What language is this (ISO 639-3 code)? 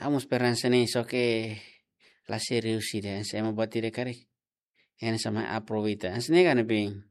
tet